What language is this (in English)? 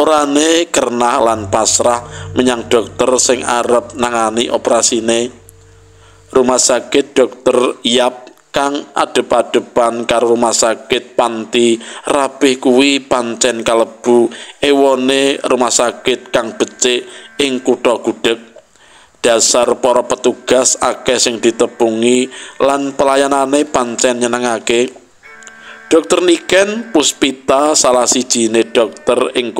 Javanese